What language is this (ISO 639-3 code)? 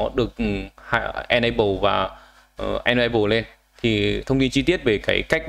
vie